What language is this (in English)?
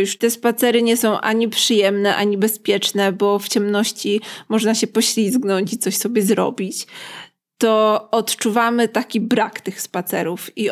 Polish